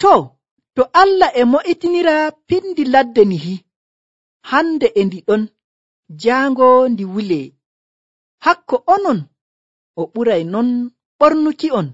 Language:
Nigerian Fulfulde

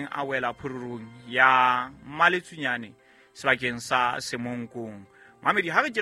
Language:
Southern Sotho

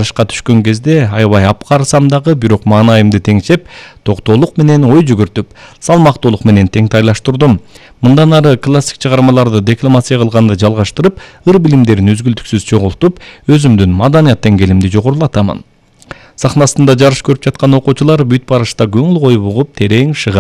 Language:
Kyrgyz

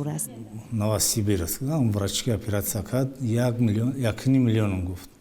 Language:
Tajik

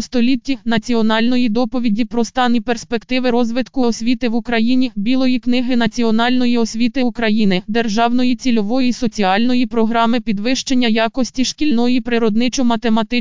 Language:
Ukrainian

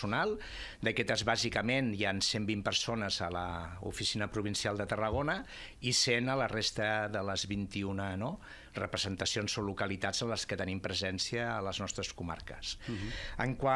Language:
Catalan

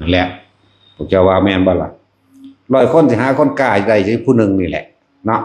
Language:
Northeastern Thai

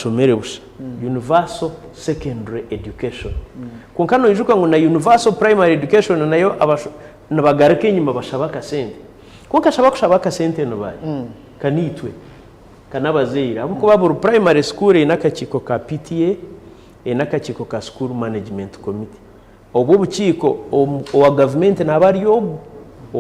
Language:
Nyankole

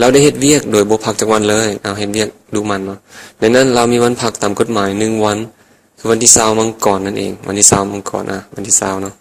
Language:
Lao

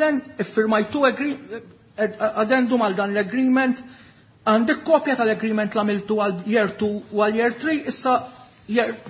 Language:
Maltese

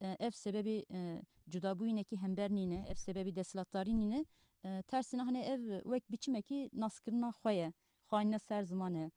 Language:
Kurdish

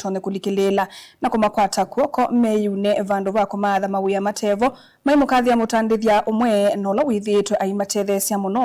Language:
Kamba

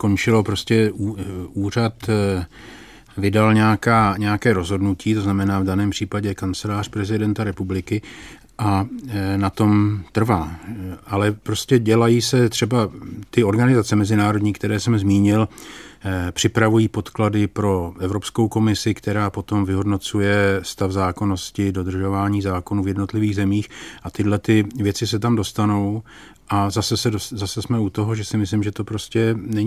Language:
Czech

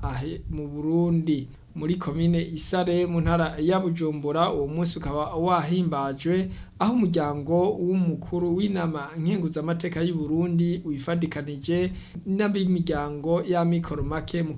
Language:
Rundi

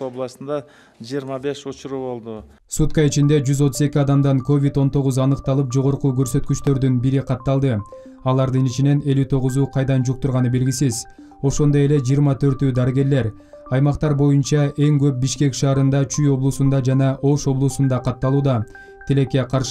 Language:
Kyrgyz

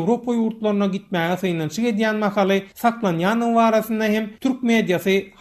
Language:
Turkmen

